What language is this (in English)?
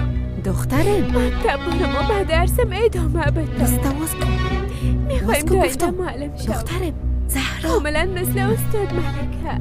Persian